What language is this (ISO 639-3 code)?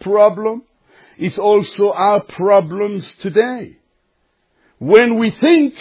eng